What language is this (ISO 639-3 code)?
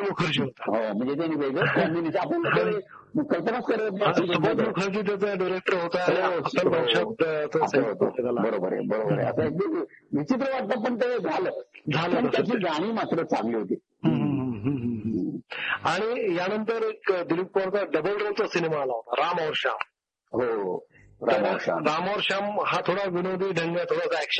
mar